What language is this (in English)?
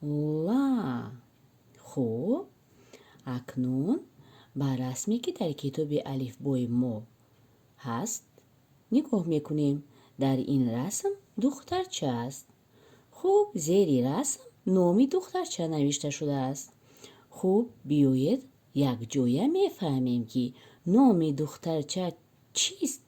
Tajik